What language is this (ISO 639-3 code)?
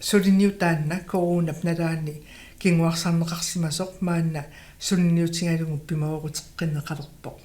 kal